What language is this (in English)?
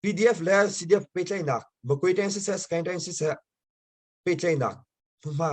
Hakha Chin